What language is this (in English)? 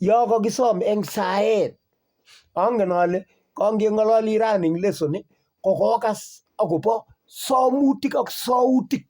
Kalenjin